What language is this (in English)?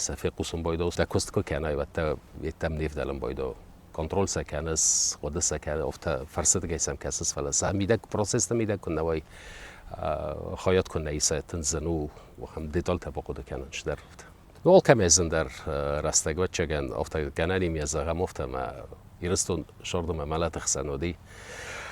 Ossetic